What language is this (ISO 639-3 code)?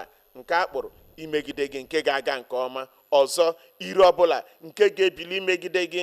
ibo